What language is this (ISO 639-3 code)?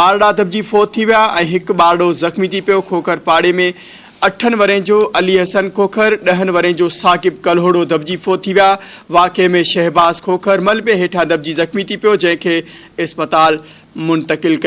snd